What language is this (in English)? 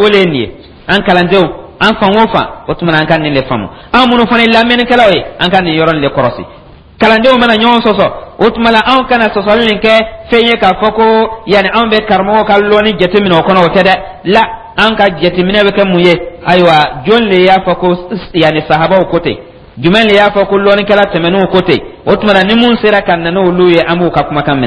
Dyula